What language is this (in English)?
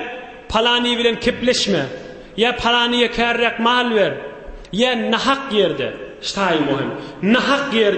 Turkmen